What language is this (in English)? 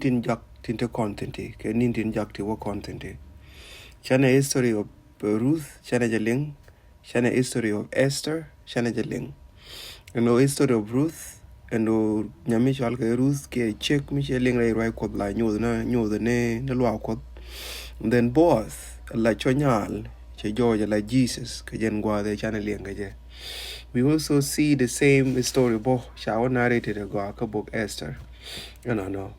Nuer